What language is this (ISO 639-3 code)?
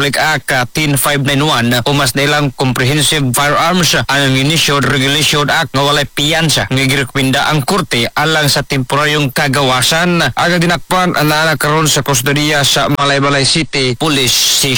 ceb